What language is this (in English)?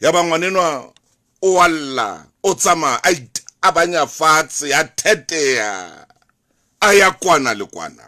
Southern Sotho